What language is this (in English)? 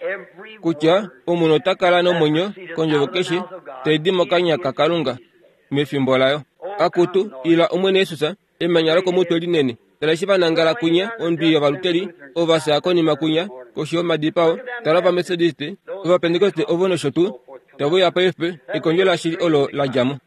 Kuanyama